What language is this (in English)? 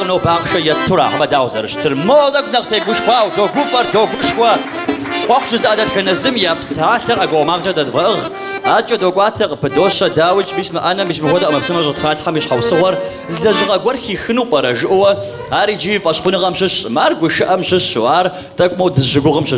Kabardian